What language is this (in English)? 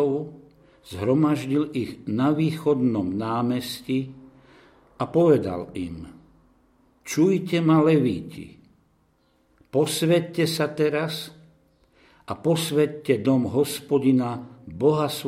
Slovak